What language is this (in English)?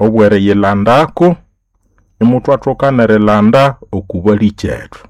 Nande